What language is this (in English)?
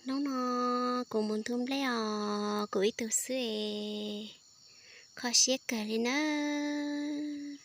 Hmong